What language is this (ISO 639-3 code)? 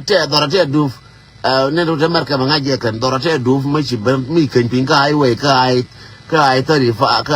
nus